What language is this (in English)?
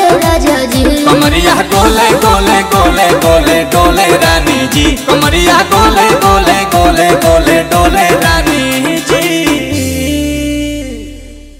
Bhojpuri